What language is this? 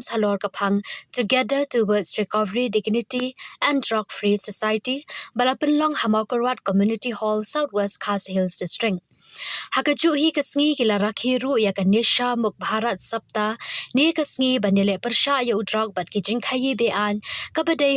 Khasi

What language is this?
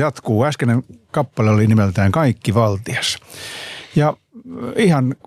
Finnish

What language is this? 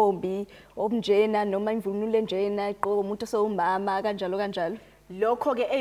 Zulu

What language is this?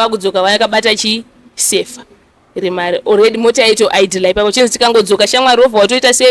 Shona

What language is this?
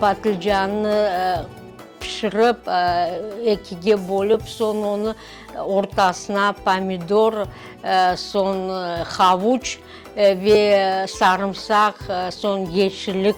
Crimean Tatar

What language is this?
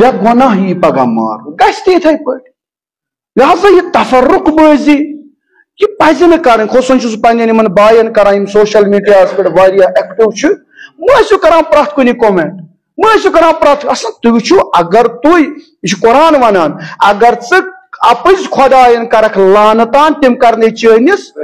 Kashmiri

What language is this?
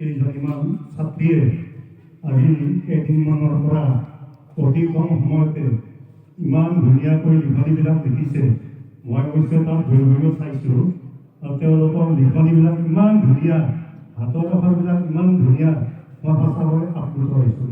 Assamese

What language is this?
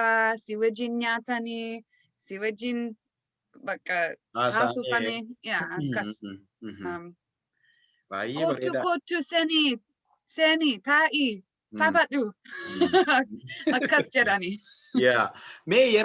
Oromo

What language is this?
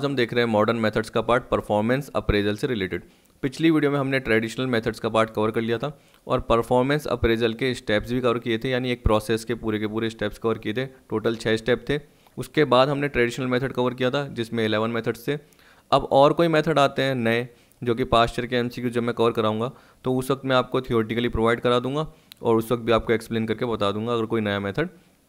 Hindi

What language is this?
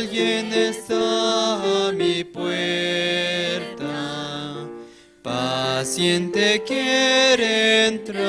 Aymara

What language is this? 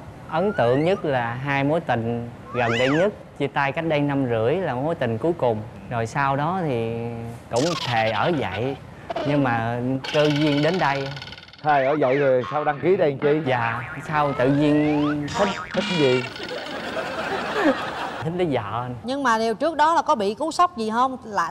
Vietnamese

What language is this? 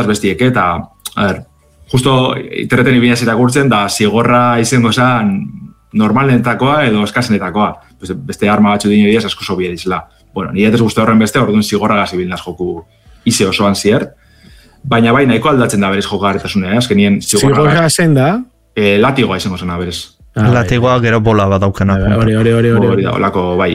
Basque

